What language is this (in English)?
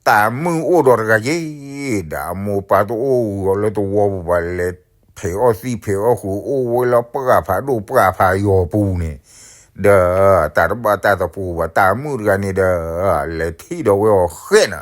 S'gaw Karen